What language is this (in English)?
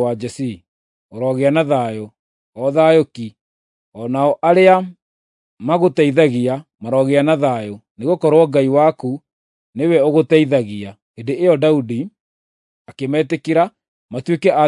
Kikuyu